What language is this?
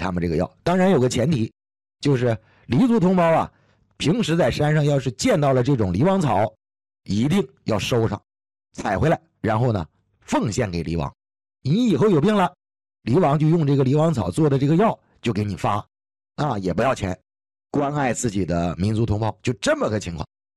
Chinese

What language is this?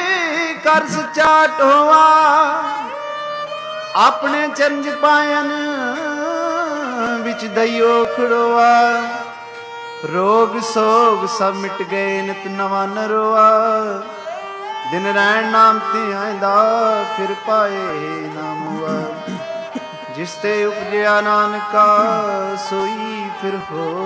Punjabi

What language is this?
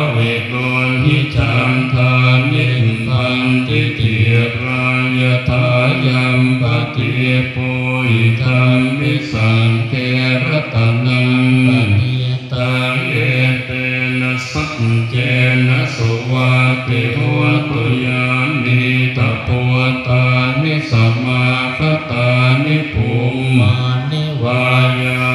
Pali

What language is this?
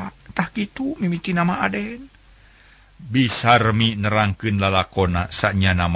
Sundanese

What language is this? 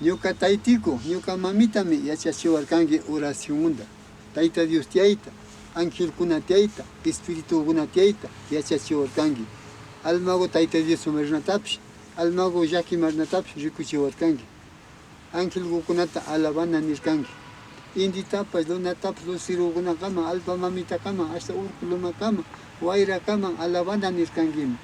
Imbabura Highland Quichua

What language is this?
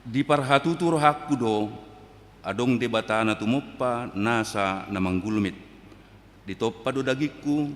Batak Toba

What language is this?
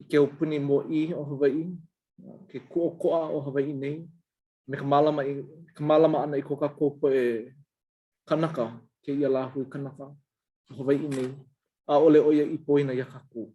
Hawaiian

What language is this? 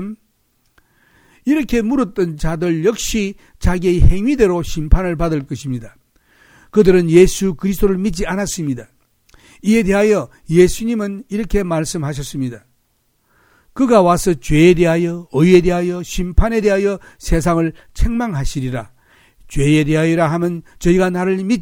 Korean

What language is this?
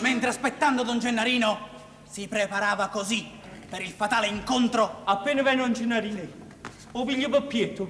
Neapolitan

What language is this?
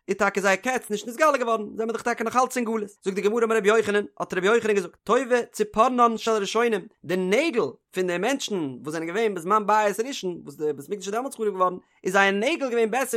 Yiddish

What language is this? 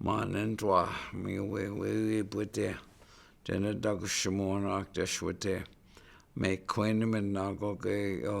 Chippewa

